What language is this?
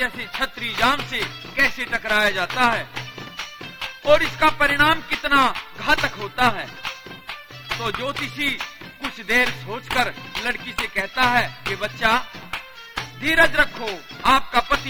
Haryanvi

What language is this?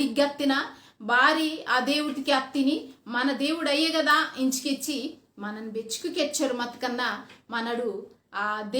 Koya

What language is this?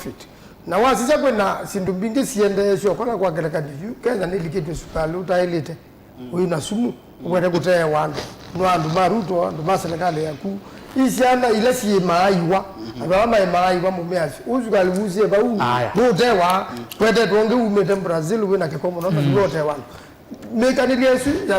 Kamba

